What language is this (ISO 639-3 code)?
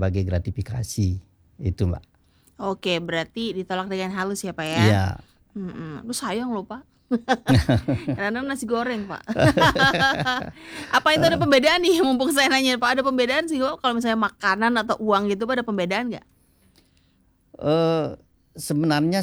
ind